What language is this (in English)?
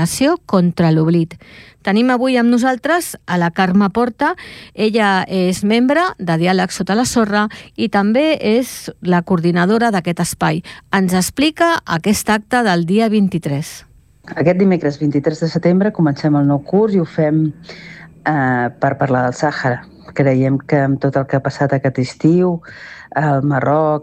Catalan